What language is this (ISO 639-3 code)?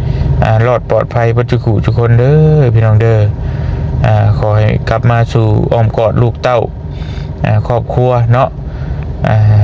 lao